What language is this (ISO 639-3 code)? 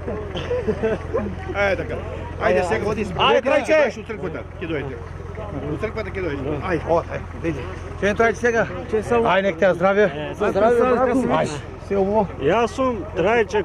mkd